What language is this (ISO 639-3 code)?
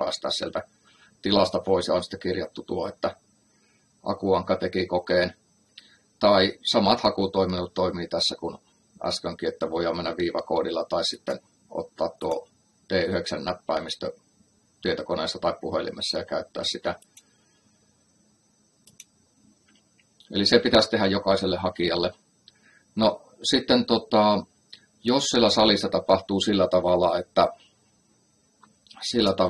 fin